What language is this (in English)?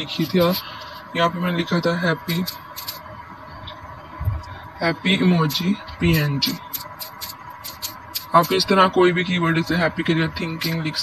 Hindi